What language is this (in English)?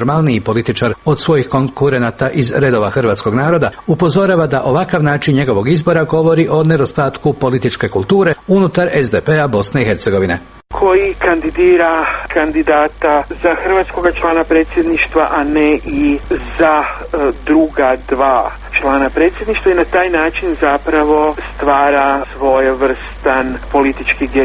Croatian